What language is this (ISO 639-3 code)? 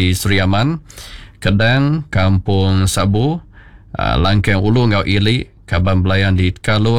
iba